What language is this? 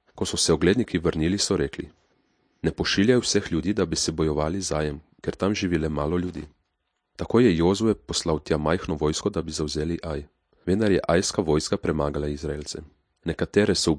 Slovenian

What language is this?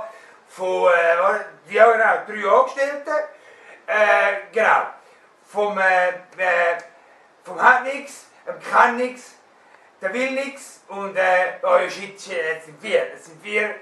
Swiss German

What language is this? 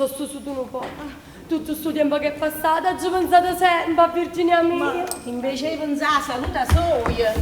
Neapolitan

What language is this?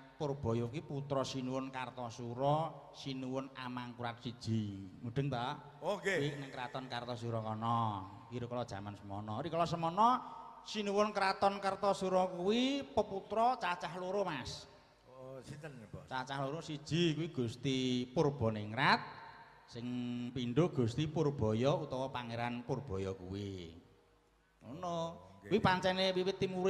Javanese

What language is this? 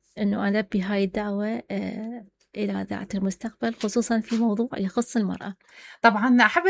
Mesopotamian Arabic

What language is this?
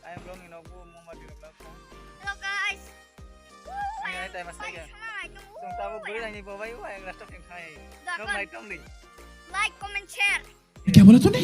Kok Borok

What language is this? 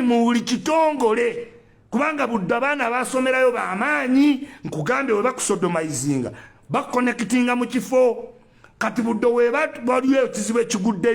Ganda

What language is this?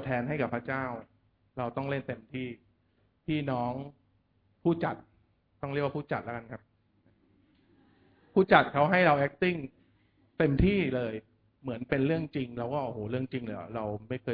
Thai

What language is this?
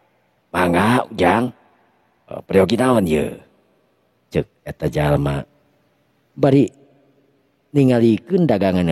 Sundanese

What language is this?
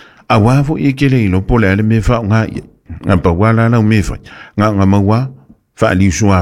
Samoan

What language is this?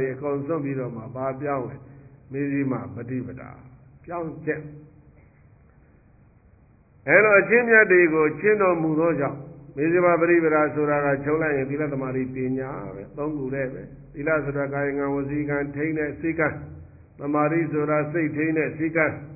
Burmese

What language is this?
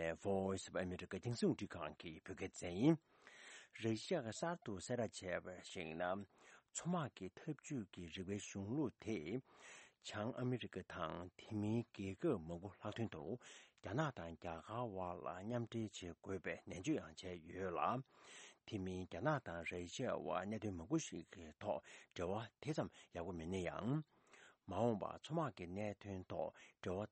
Tibetan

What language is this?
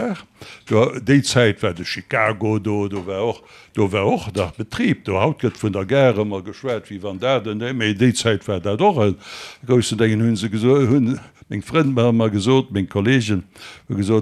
Luxembourgish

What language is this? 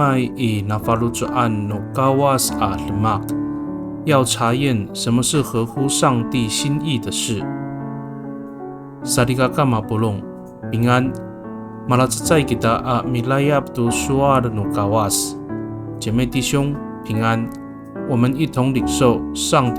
Amis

